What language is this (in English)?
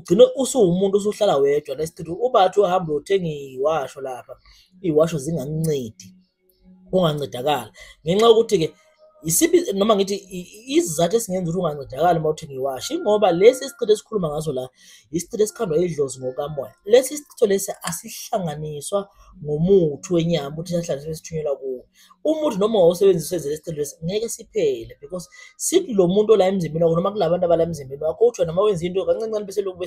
Zulu